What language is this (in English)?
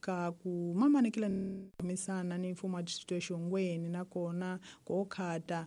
Tsonga